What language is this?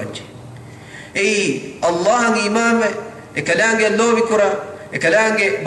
Divehi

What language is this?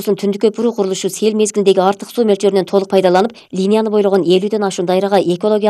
Kyrgyz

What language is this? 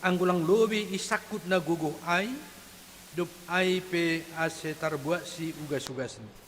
Batak Simalungun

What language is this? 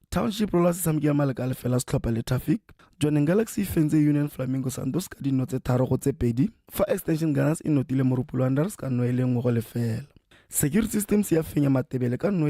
Tswana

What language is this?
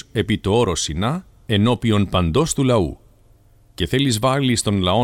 Greek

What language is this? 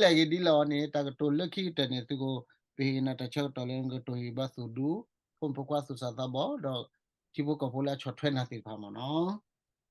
S'gaw Karen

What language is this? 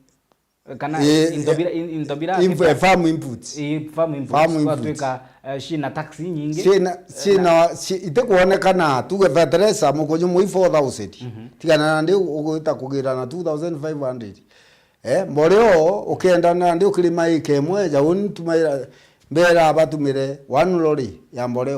Meru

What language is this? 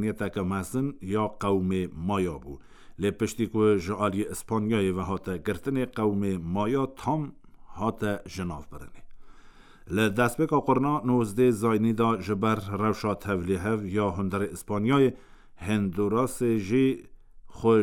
Kurdish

